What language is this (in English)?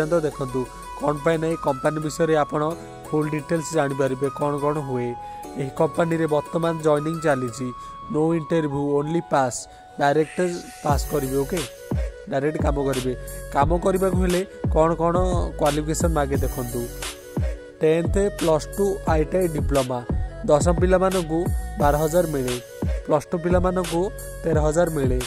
Odia